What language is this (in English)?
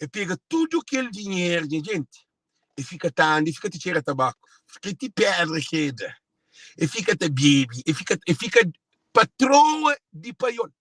Kabuverdianu